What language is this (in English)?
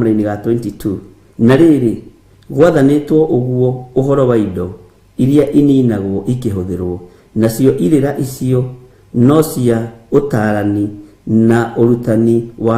Kikuyu